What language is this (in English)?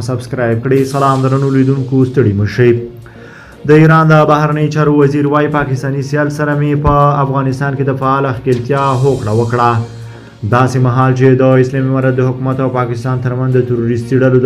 Pashto